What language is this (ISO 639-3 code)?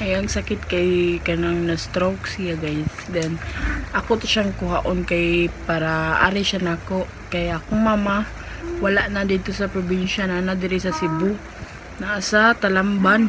ceb